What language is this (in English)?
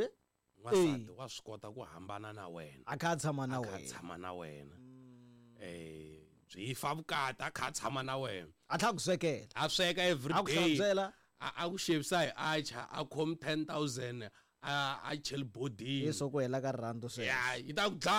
Tsonga